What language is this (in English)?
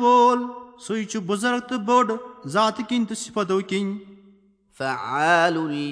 Kashmiri